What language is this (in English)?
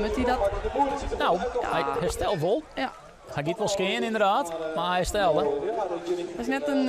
Western Frisian